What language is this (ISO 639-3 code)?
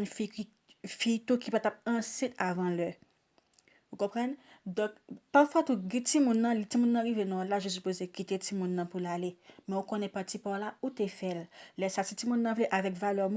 hat